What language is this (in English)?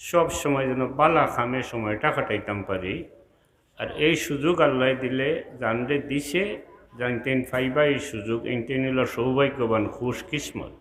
Sylheti